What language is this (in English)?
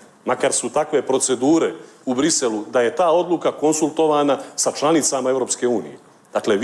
Bosnian